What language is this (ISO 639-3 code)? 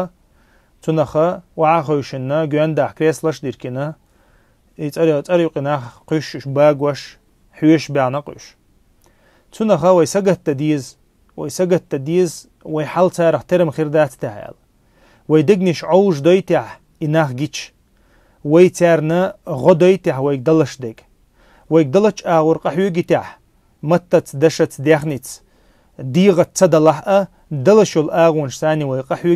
che